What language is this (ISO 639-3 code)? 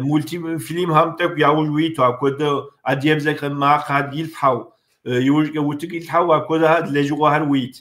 kbd